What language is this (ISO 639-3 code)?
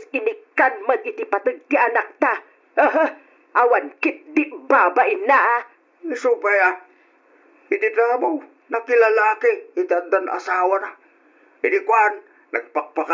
ilo